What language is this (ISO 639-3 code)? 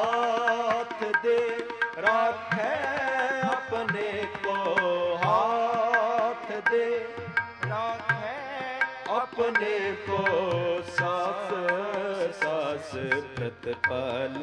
pan